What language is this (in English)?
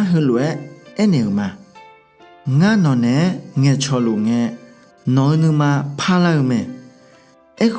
Akha